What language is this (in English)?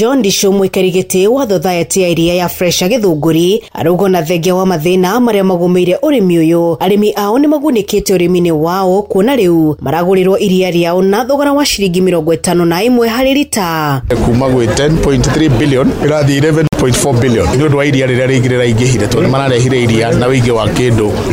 Kikuyu